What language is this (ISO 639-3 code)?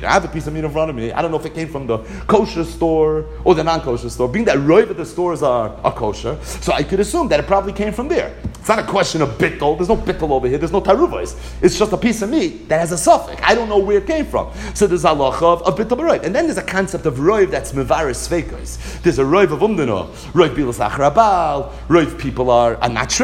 eng